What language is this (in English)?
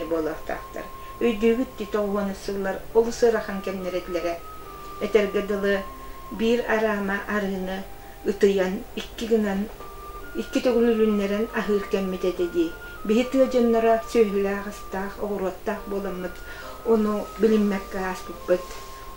Yakut